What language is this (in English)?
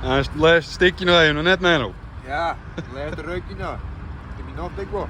Western Frisian